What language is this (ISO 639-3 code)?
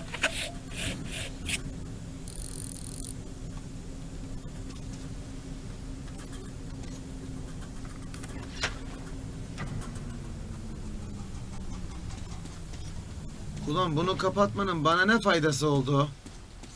tur